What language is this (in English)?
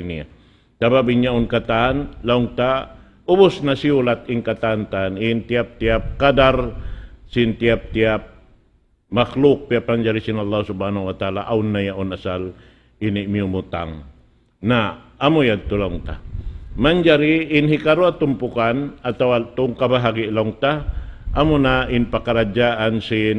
Tausug